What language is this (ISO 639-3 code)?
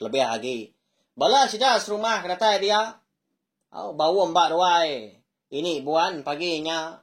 iba